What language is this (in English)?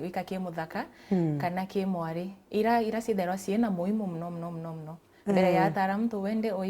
Meru